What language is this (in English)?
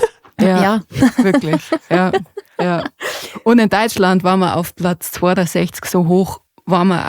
Bavarian